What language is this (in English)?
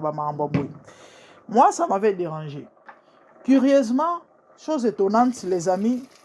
Lingala